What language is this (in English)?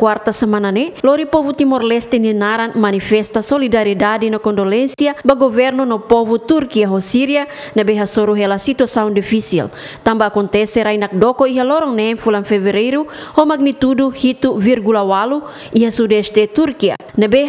Tetum